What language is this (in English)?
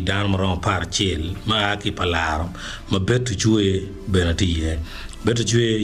Acoli